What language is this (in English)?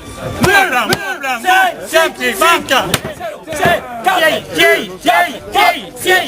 Occitan